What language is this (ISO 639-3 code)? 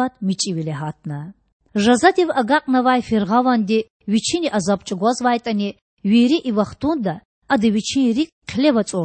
lez